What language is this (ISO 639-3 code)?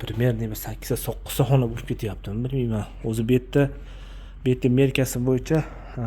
uzb